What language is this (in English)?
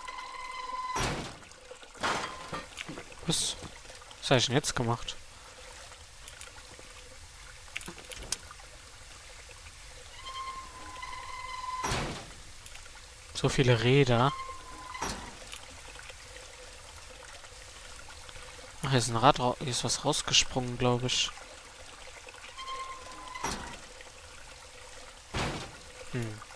German